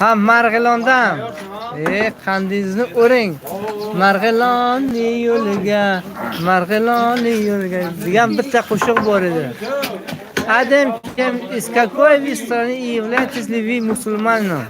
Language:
Tajik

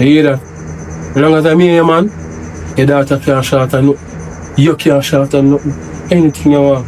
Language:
Jamaican Creole English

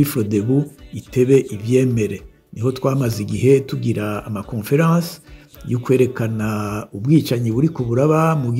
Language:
Rundi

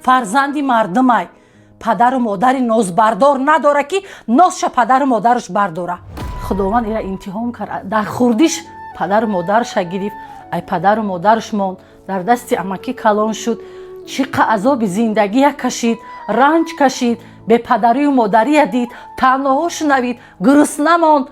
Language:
Tajik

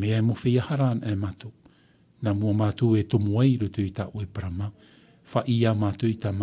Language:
Tahitian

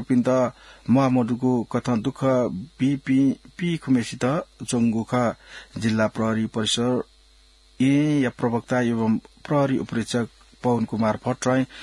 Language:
Newari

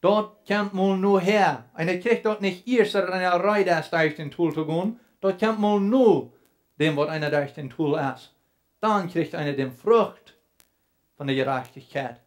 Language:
Plautdietsch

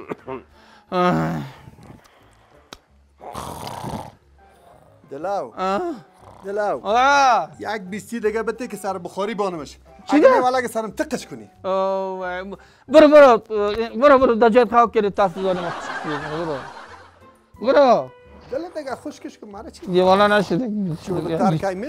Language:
Persian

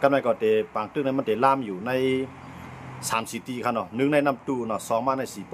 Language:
Shan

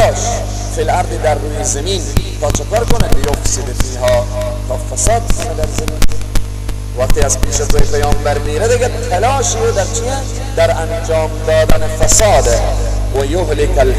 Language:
Persian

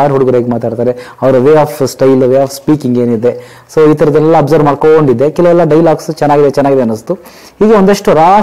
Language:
Kannada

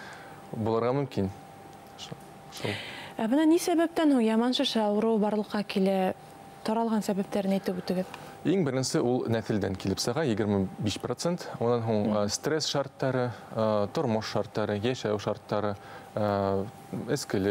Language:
Bashkir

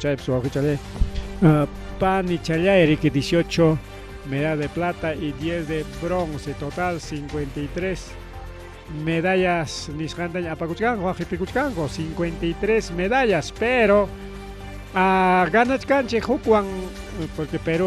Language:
Ayacucho Quechua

